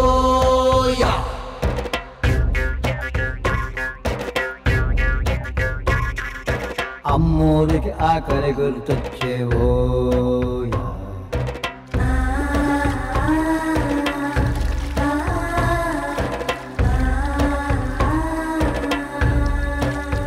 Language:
Telugu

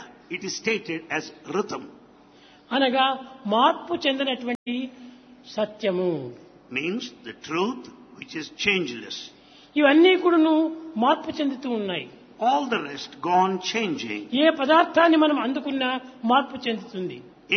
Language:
Telugu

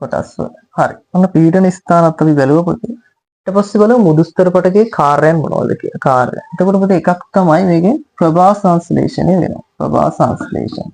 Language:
Sinhala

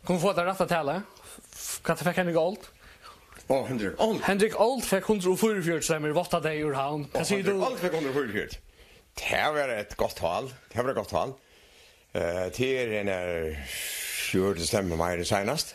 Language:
Faroese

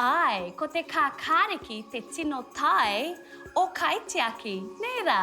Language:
Māori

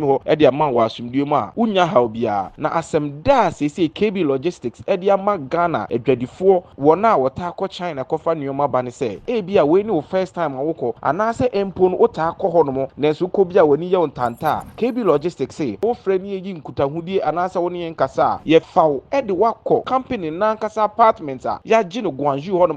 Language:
Akan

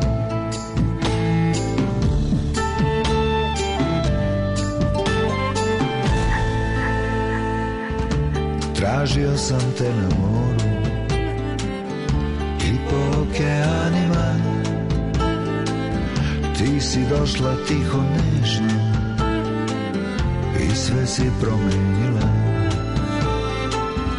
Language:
Serbian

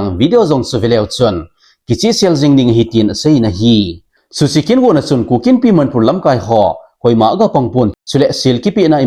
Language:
Thado Chin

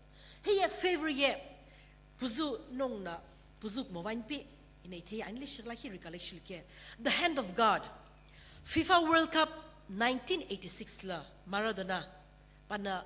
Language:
Sumi Naga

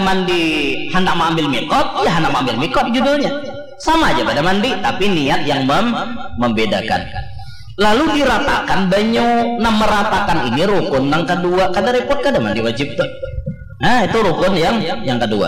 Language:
Banjar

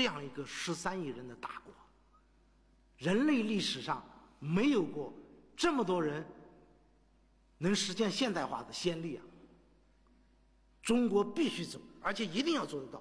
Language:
Chinese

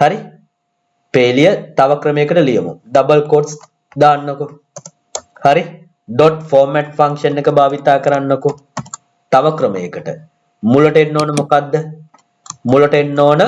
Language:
Sinhala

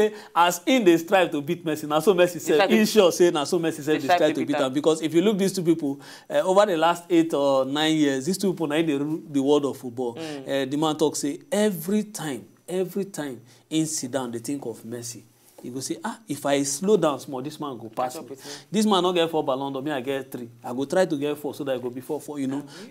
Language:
Nigerian Pidgin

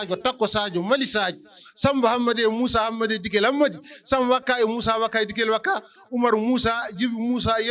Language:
Fula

